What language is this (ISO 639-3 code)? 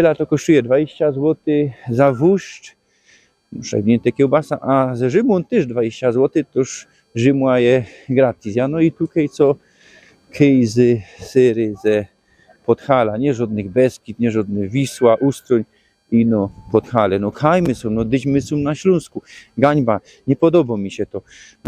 szl